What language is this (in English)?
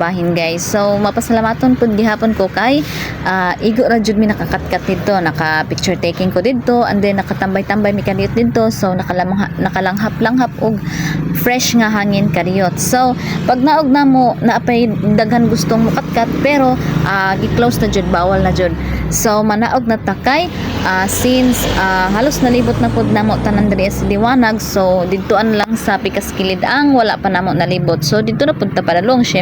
Cebuano